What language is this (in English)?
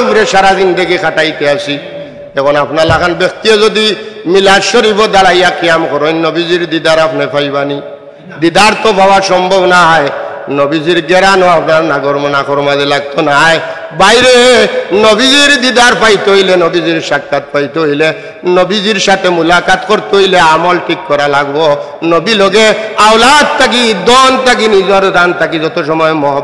Sylheti